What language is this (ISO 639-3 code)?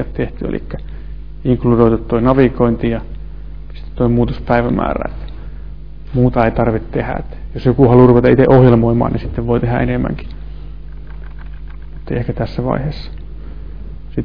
fin